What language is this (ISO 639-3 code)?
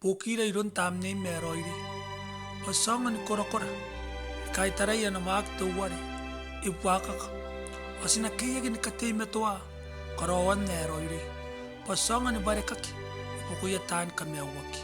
gil